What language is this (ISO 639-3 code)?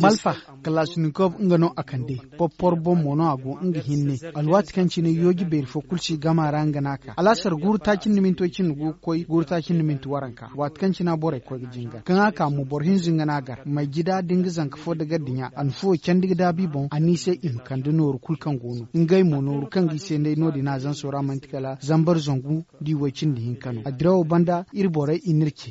dje